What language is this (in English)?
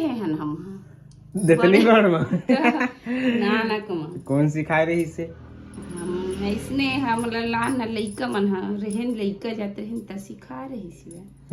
Chhattisgarhi